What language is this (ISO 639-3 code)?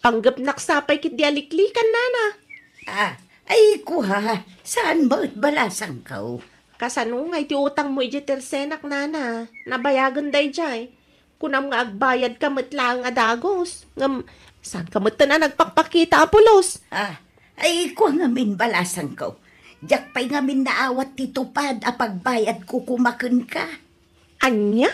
ilo